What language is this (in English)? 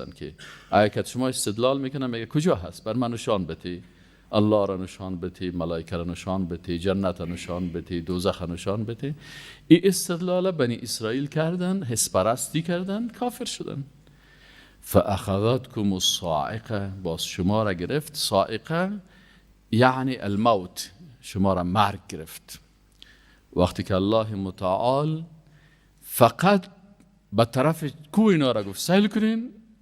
Persian